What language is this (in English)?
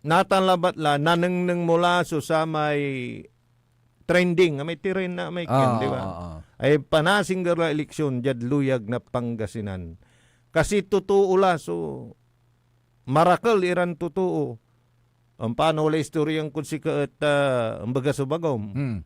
Pangasinan